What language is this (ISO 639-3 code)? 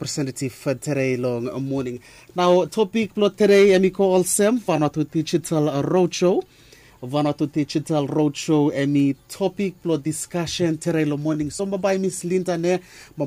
bis